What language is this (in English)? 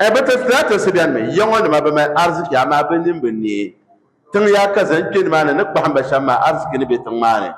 Dagbani